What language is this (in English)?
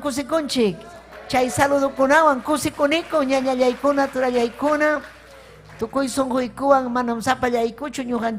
Ayacucho Quechua